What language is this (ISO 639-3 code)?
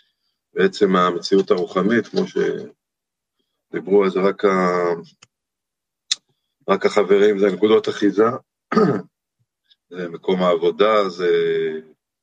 heb